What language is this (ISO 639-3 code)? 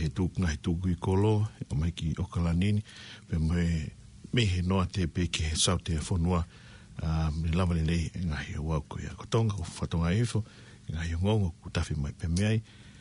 ton